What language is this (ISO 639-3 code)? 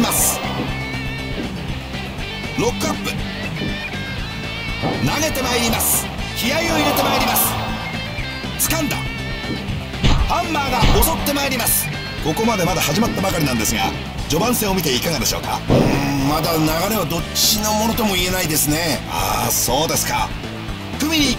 jpn